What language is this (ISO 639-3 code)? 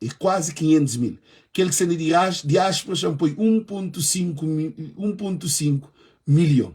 kea